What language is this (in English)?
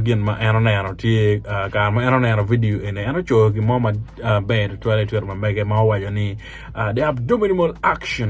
Acoli